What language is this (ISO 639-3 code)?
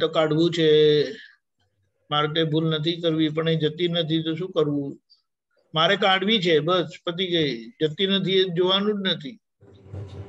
guj